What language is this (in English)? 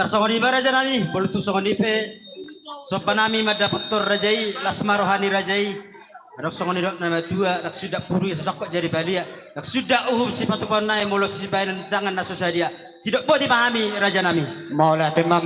Batak Toba